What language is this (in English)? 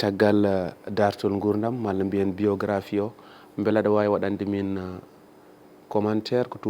Fula